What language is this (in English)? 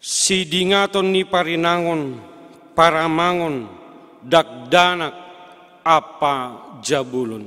Batak Simalungun